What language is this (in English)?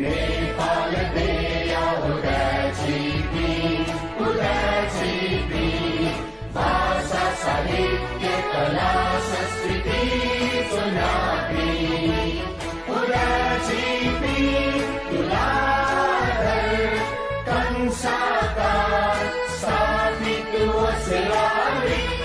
Newari